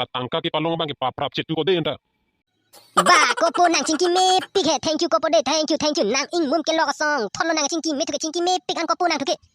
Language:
Karbi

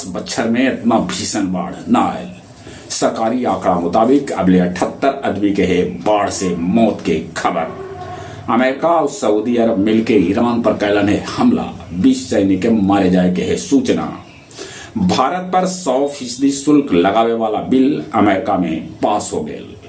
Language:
Magahi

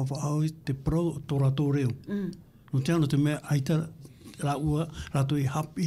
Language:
Tahitian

